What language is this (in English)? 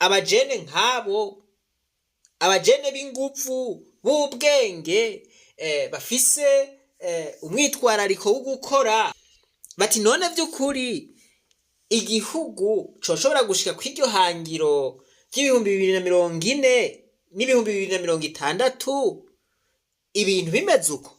Rundi